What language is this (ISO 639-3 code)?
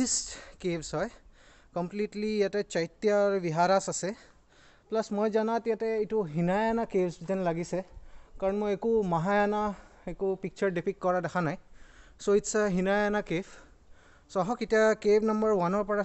asm